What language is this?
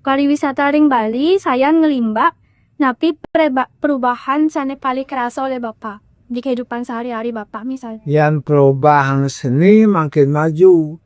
Balinese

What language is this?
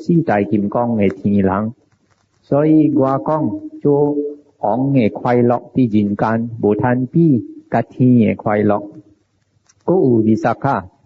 Min Nan Chinese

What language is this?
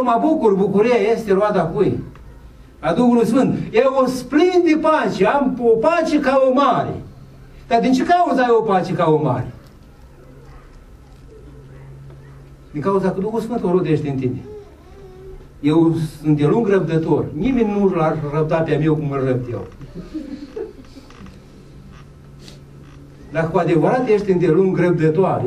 Romanian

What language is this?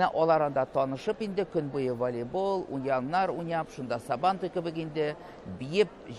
Tatar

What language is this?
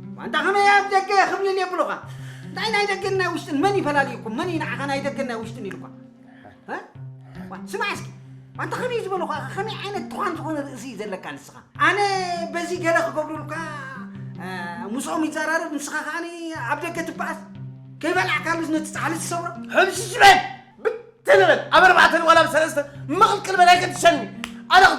Tigrinya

